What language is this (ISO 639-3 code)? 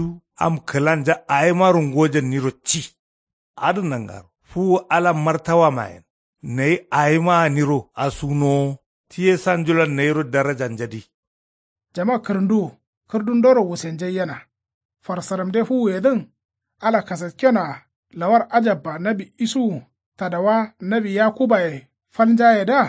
kau